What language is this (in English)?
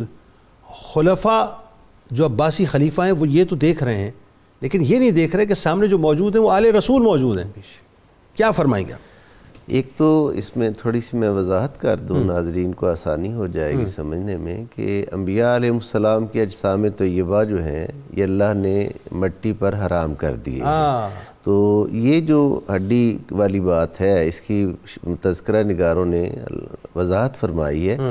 Urdu